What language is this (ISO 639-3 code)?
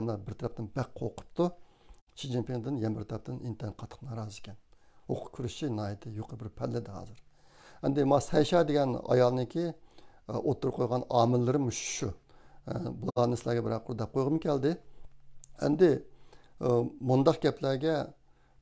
uig